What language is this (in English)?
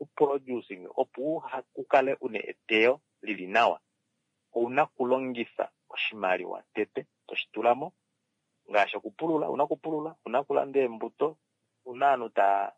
Kuanyama